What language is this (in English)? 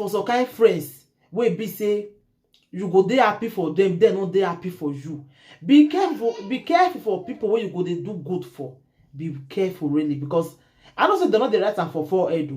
Nigerian Pidgin